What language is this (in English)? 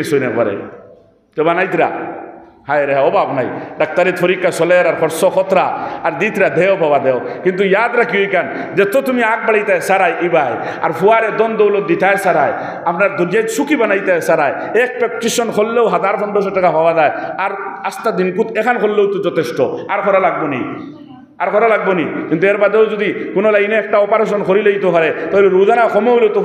Sylheti